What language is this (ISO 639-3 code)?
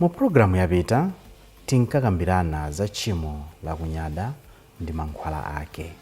nya